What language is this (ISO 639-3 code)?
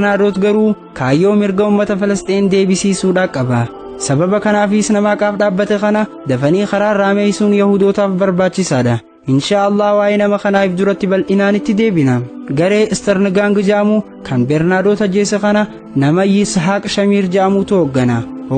orm